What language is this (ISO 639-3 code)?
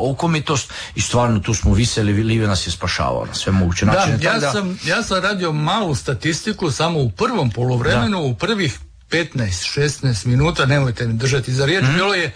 hrv